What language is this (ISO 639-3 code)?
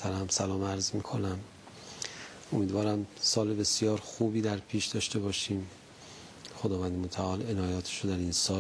fas